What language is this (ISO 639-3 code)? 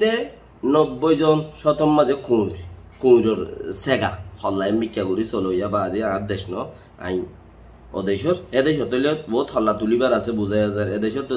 rhg